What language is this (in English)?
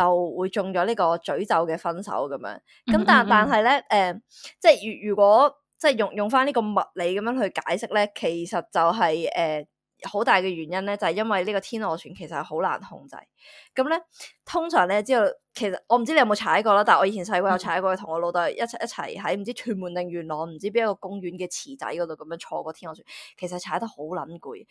Cantonese